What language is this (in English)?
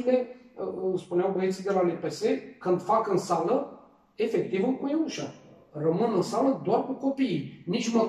Romanian